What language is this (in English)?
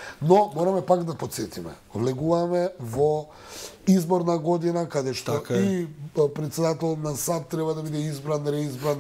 Macedonian